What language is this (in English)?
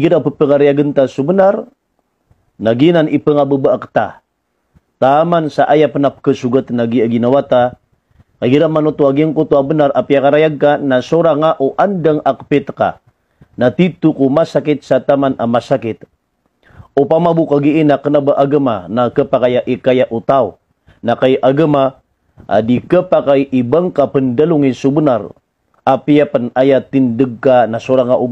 Maranao